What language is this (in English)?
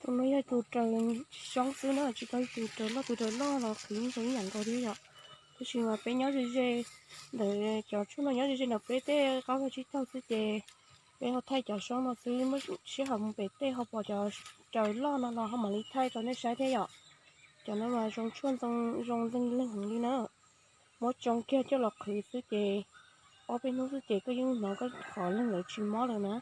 Hmong